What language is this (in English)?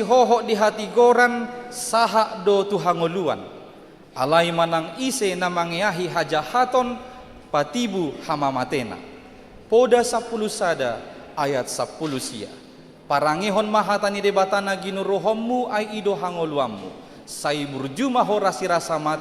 Batak Toba